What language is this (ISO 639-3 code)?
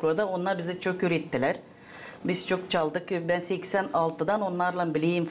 gag